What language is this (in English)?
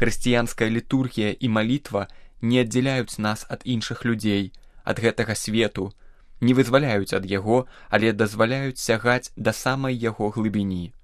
Belarusian